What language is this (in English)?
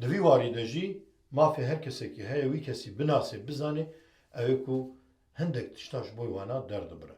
Kurdish